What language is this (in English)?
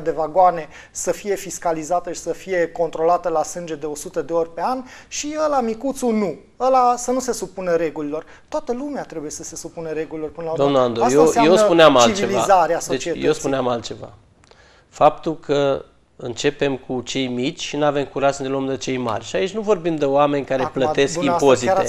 Romanian